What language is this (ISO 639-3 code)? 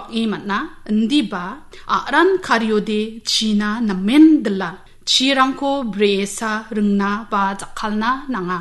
grt